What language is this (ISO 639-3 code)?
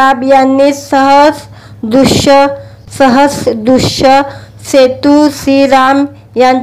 mar